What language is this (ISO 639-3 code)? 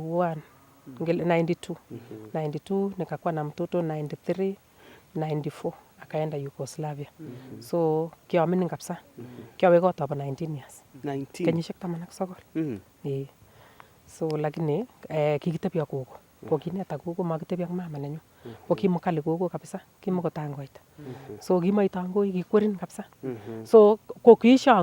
niq